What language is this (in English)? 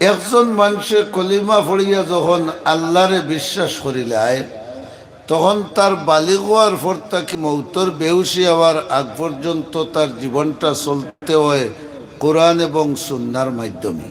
Sylheti